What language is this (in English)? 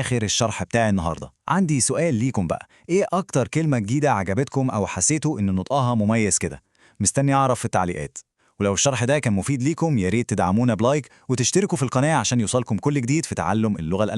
Egyptian Arabic